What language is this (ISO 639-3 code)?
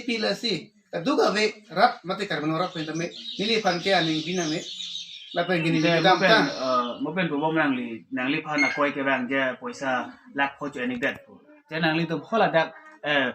mjw